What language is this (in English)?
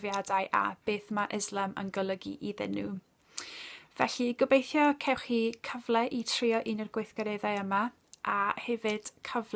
Welsh